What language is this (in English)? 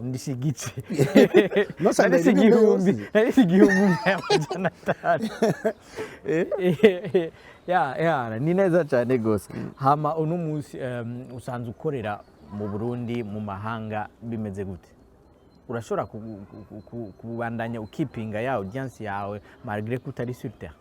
Rundi